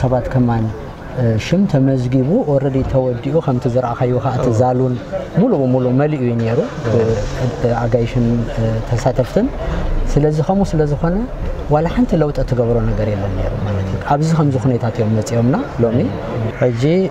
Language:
Tigrinya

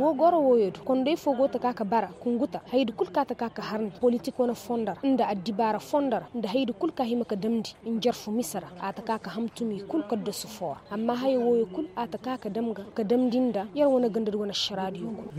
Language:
Koyraboro Senni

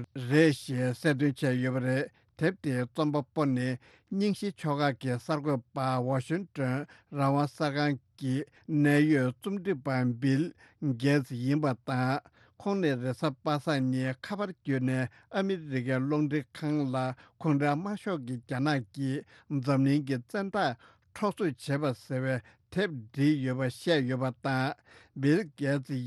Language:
Tibetan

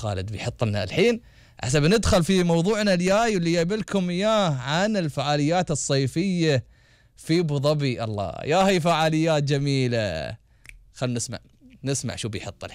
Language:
Gulf Arabic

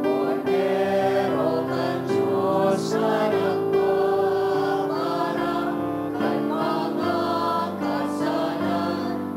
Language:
Bikol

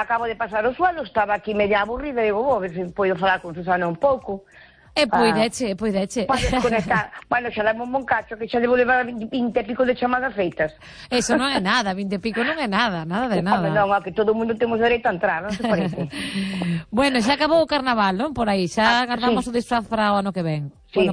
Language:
Galician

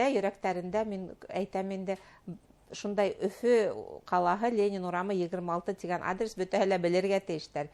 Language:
Bashkir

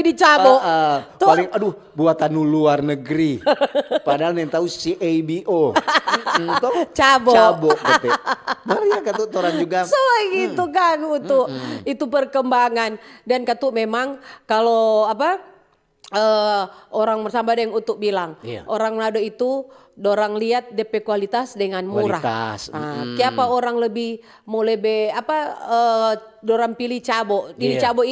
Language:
Manado Malay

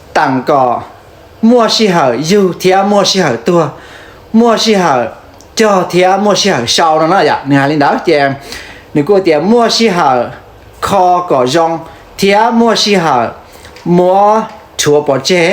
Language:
Hmong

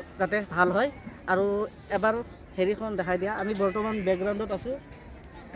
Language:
Assamese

